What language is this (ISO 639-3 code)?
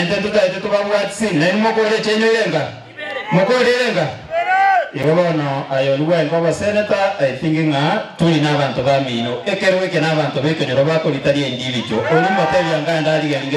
guz